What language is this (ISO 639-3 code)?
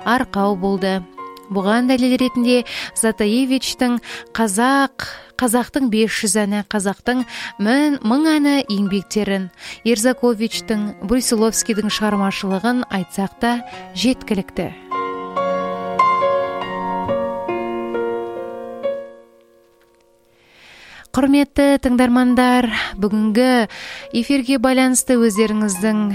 kaz